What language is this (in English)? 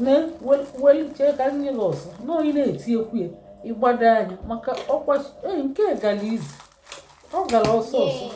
Igbo